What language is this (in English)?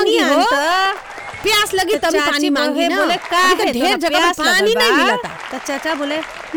Bhojpuri